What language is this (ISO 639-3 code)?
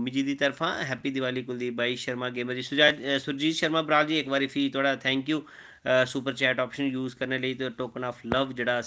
doi